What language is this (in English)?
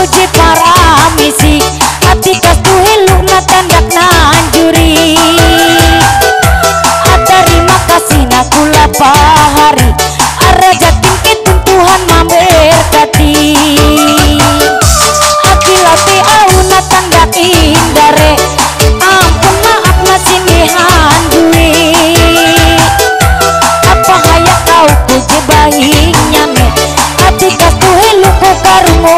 Ngaju